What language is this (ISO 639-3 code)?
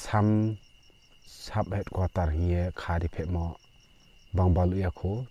ria